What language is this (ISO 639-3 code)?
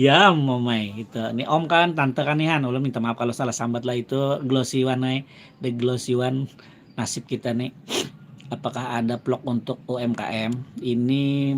bjn